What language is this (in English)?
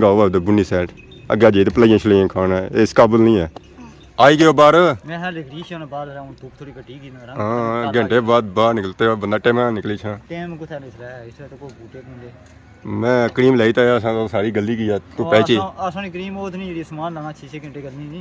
Pahari-Potwari